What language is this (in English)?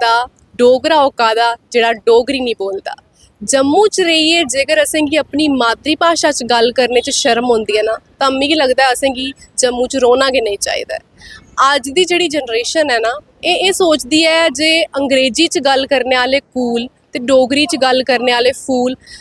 Dogri